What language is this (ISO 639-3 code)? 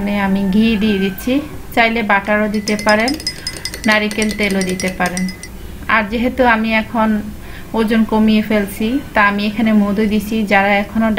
ben